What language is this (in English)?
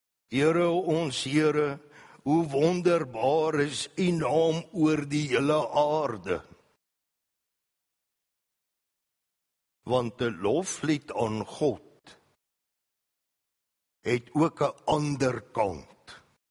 Afrikaans